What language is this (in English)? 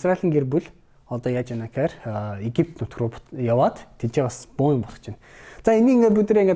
Mongolian